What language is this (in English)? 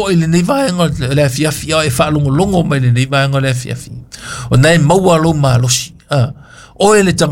Samoan